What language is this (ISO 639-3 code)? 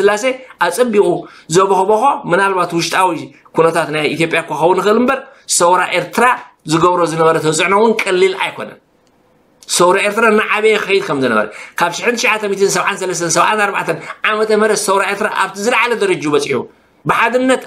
tir